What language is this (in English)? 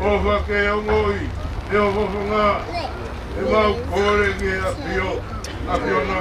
Tongan